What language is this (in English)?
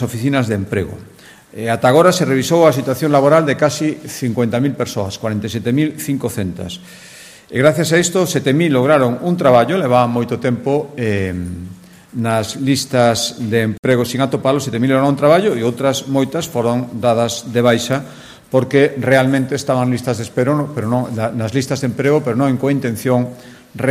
Galician